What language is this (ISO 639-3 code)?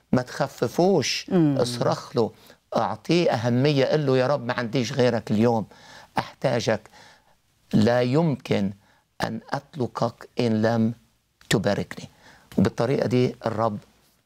arz